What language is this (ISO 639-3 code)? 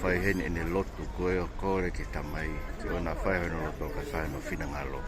ton